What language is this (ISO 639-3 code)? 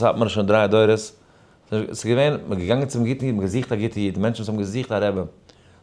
yid